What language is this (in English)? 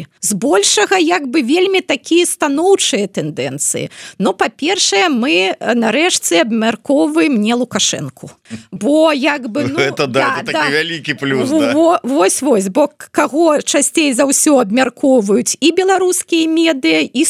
Belarusian